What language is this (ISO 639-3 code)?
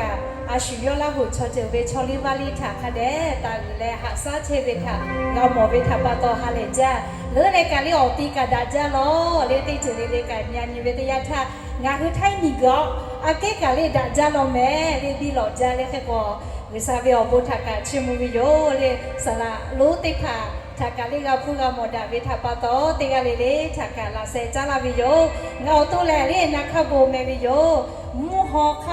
lhu